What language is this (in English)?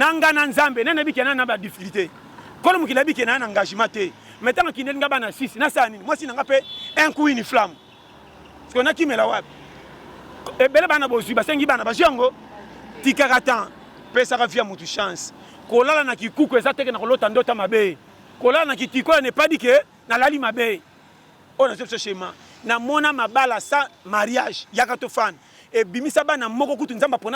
Lingala